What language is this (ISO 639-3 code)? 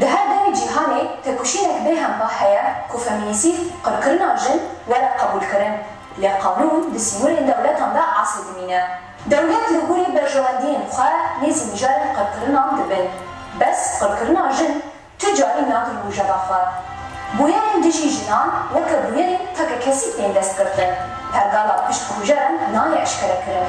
kur